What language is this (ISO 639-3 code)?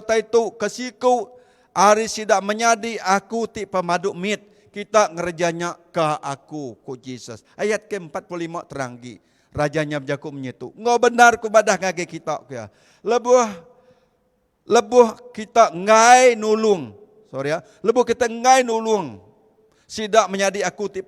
iba